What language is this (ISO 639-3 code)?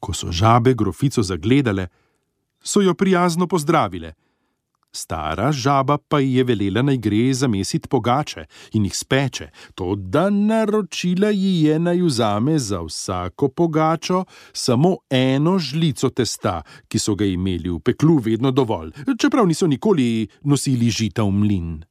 slv